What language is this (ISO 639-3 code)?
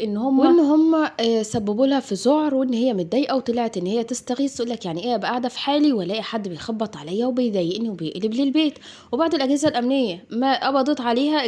arz